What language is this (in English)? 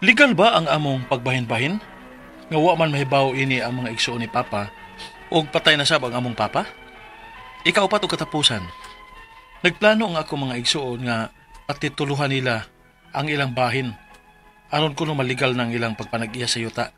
Cebuano